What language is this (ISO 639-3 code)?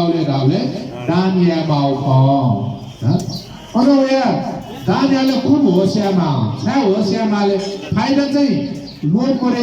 new